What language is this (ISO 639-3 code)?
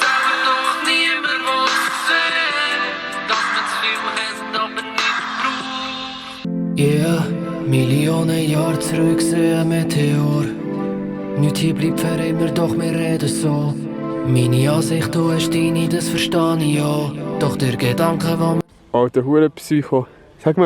gsw